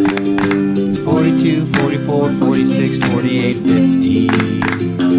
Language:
English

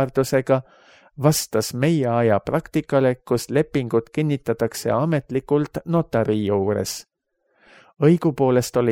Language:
Estonian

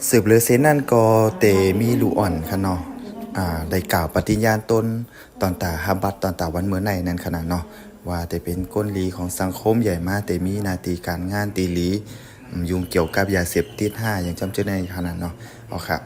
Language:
Shan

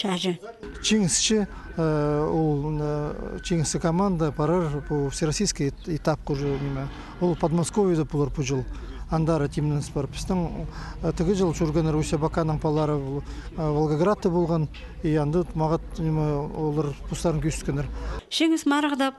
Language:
Khakas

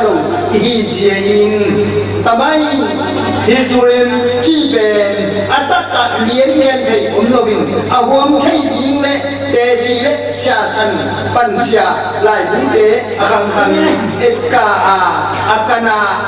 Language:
Tedim Chin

